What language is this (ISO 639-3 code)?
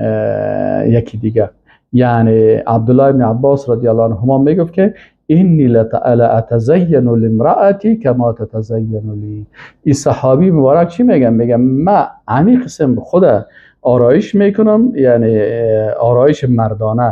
fas